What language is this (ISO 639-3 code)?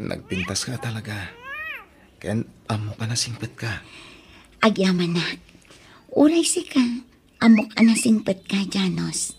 ilo